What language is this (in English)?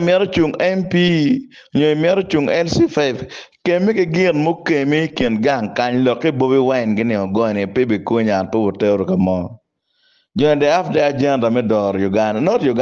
Acoli